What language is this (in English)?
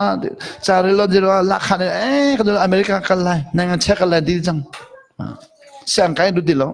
Hakha Chin